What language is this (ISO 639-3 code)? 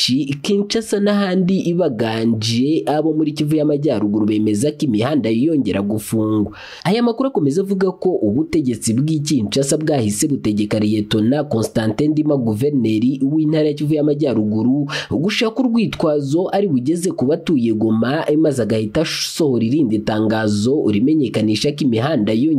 kin